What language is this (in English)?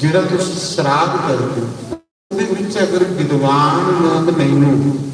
Dogri